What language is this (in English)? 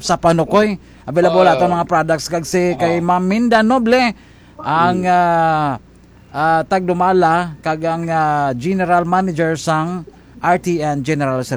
Hiligaynon